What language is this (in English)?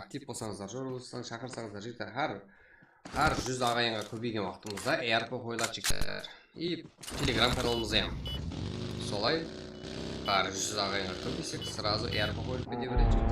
Kara-Kalpak